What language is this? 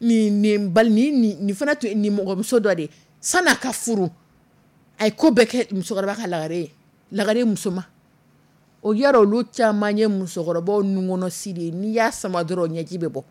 Dyula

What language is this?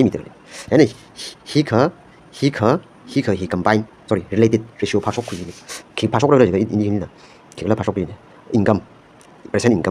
Tangkhul Naga (India)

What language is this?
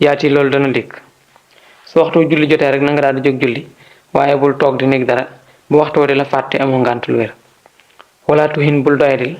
Wolof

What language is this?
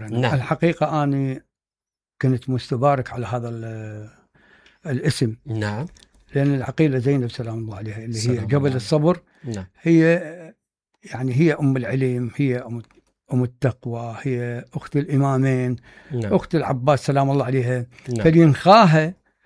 Mesopotamian Arabic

